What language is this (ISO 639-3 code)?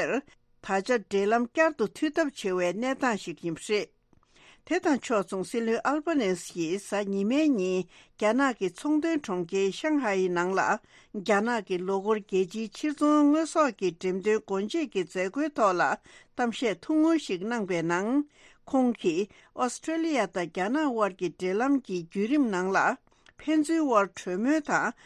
bod